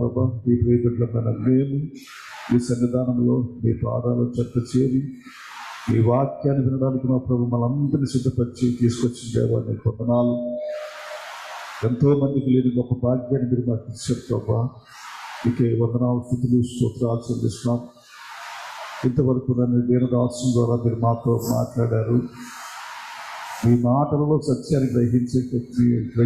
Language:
Telugu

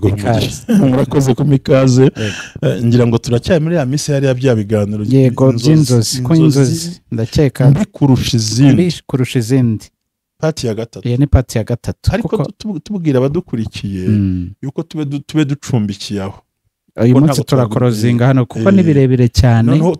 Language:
Kinyarwanda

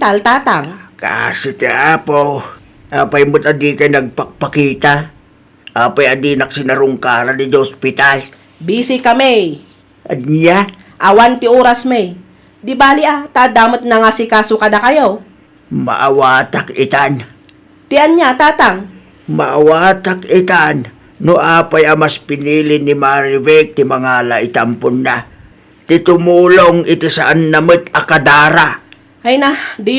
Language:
Iloko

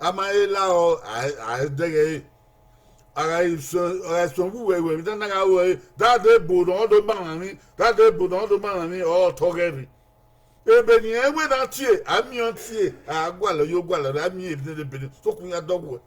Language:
Bini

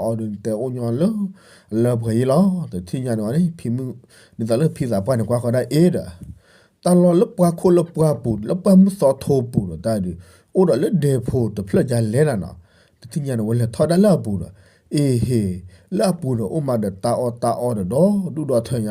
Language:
S'gaw Karen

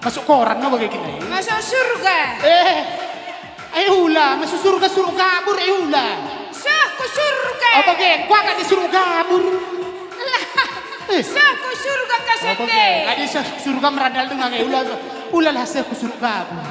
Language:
Batak Karo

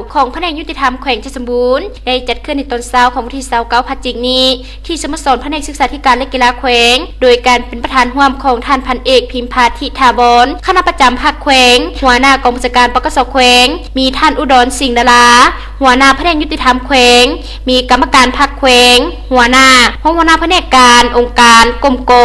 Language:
Lao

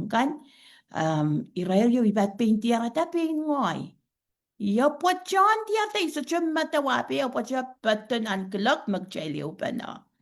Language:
Pohnpeian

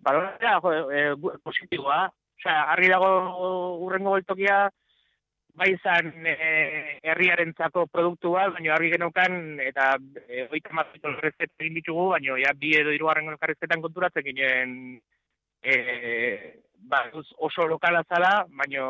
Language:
Basque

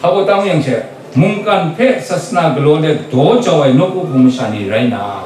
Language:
Kachin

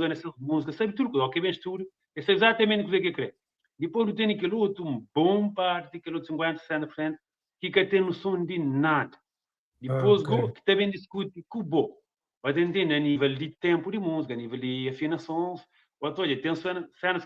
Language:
Kabuverdianu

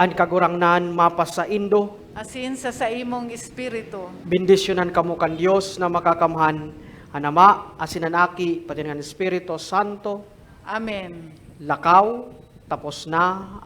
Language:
Bikol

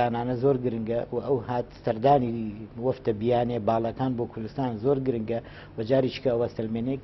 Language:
Central Kurdish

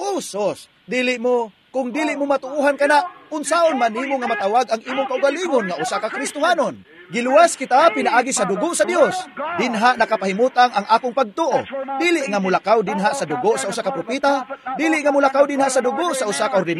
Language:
Cebuano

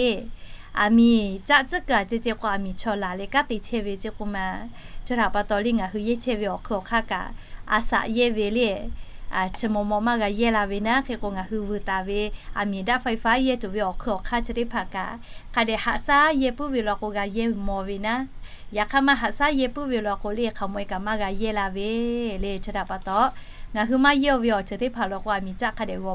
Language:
Lahu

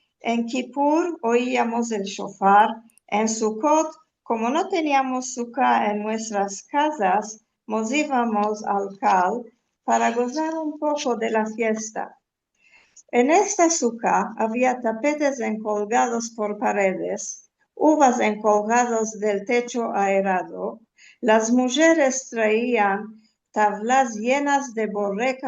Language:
Ladino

